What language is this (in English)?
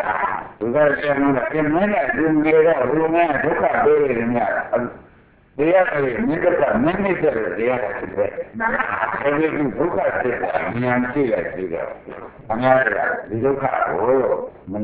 Burmese